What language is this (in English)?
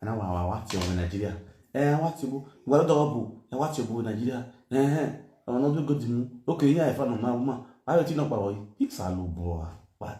Nigerian Pidgin